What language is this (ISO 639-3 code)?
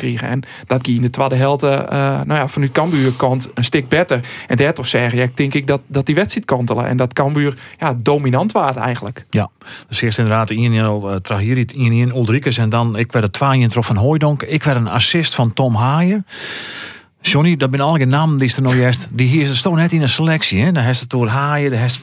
fry